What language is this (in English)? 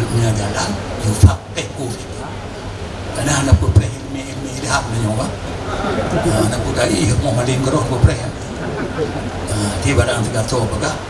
Achinese